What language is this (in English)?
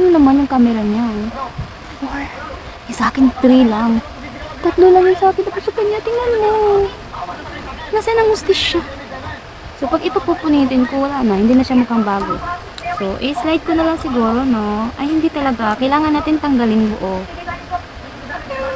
Filipino